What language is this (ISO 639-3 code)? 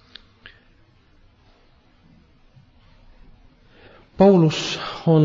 est